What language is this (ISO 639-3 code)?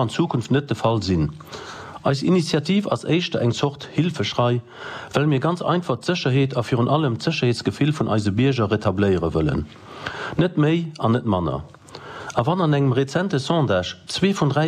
ltz